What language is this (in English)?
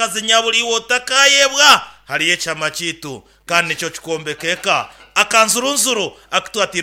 Nyankole